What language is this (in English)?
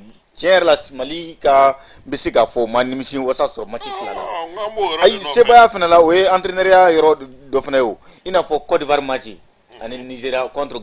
Bambara